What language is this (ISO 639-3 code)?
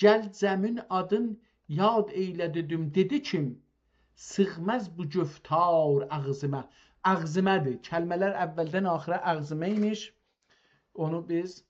azb